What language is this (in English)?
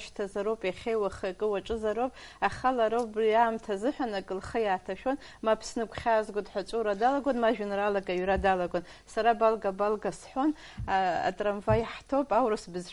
Abkhazian